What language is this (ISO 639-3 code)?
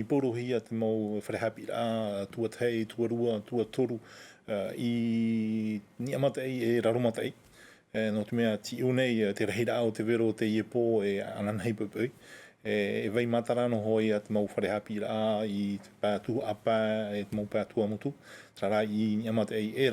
tah